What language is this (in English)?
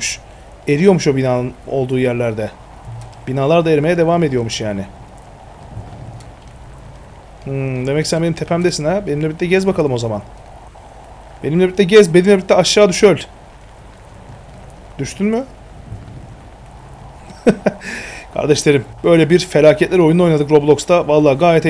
Turkish